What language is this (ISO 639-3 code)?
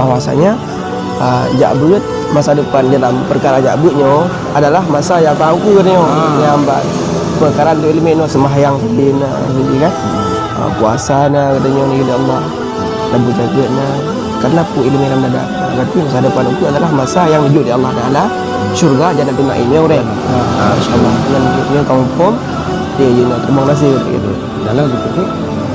ace